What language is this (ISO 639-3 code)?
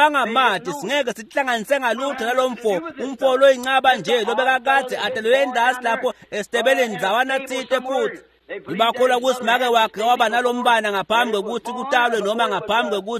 ssw